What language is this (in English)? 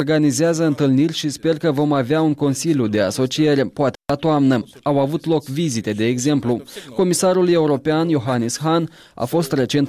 Romanian